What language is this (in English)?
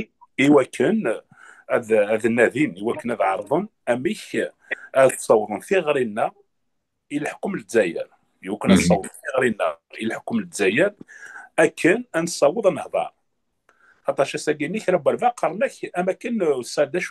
Kabyle